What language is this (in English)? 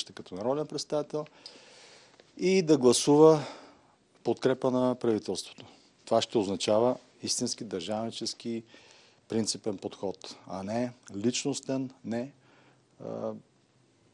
Bulgarian